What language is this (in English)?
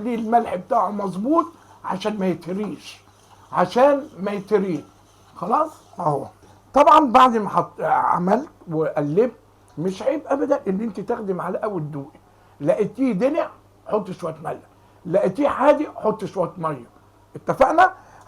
Egyptian Arabic